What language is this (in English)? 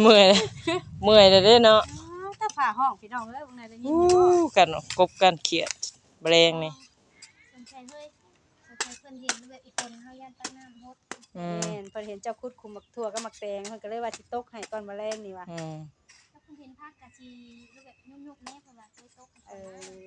Northeastern Thai